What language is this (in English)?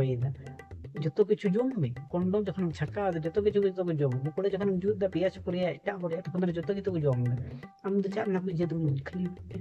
Santali